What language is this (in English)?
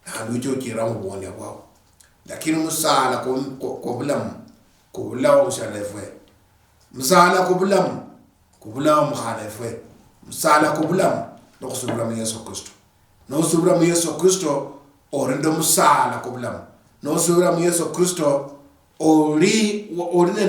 Luyia